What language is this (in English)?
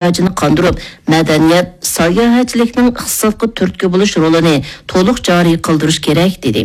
Uyghur